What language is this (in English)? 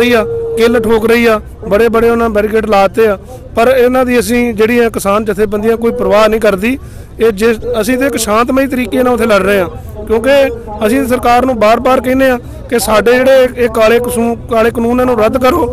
Punjabi